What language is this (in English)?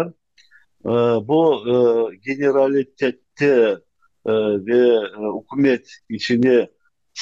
Crimean Tatar